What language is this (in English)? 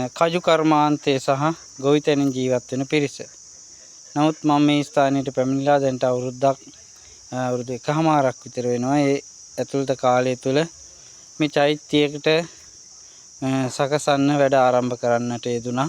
Sinhala